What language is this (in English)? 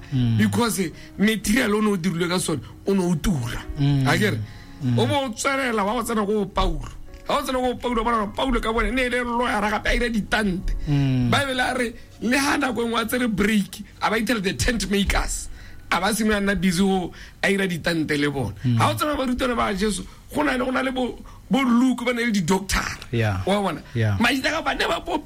Tswana